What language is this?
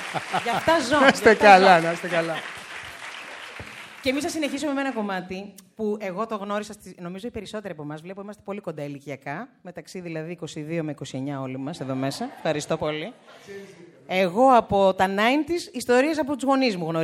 Greek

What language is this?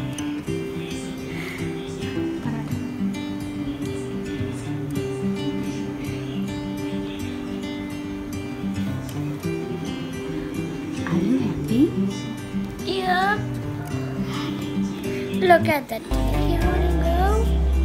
English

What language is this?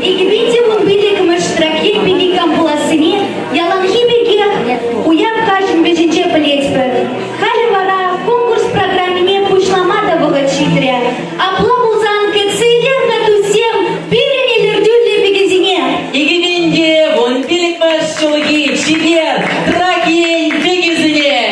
Chuvash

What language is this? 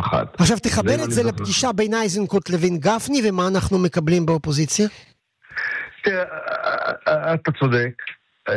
Hebrew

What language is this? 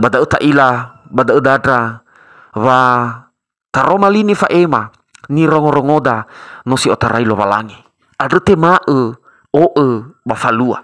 Nias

